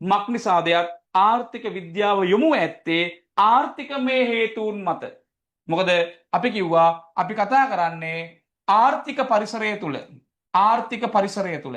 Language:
Sinhala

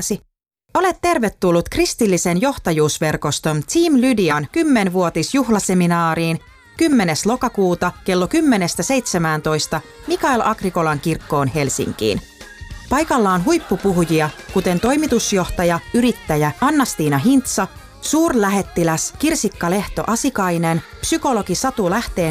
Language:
Finnish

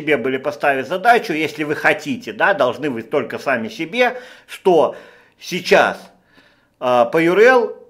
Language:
Russian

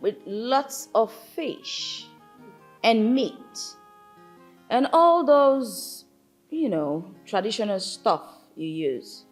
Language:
Nigerian Pidgin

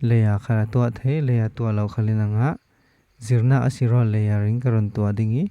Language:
Falam Chin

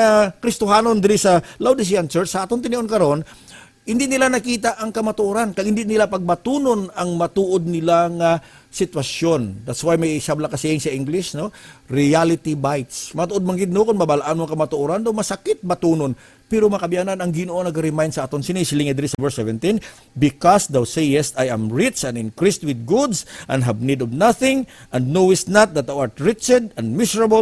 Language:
Hiligaynon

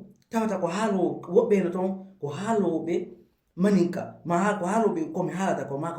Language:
Fula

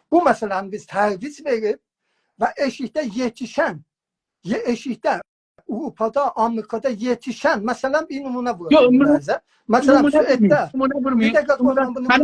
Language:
South Azerbaijani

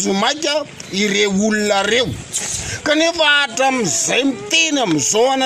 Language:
Malagasy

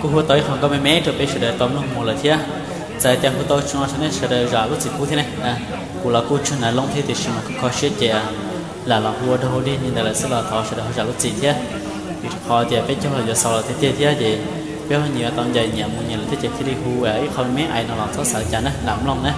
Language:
Hmong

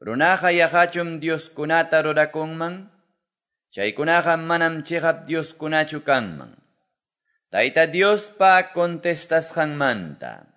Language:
Quechua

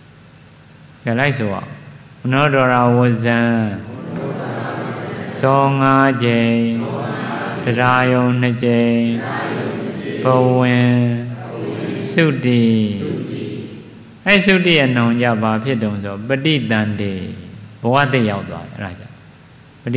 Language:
Burmese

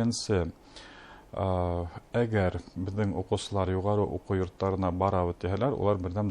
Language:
Bashkir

